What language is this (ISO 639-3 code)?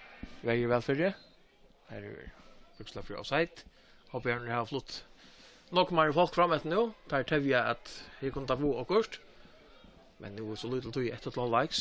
fao